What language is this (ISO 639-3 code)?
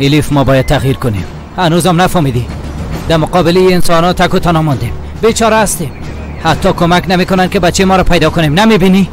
fas